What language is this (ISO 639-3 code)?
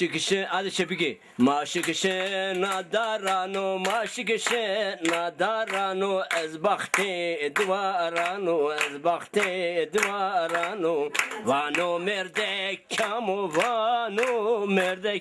zza